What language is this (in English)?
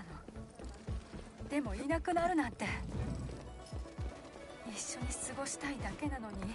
Japanese